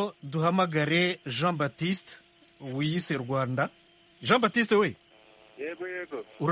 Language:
Kinyarwanda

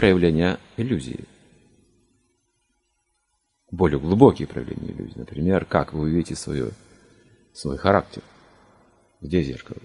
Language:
Russian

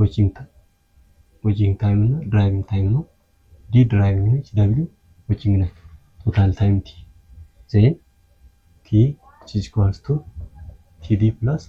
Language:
Amharic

